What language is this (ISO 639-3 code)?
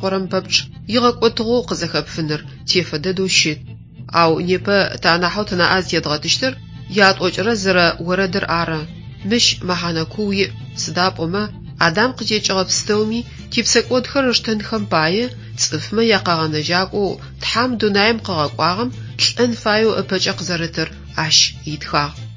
ady